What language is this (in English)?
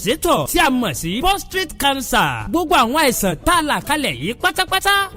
Yoruba